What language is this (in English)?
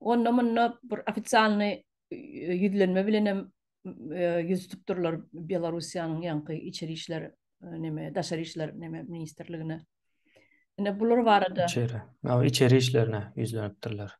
Turkmen